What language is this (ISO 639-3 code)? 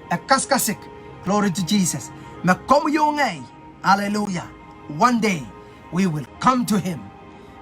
pon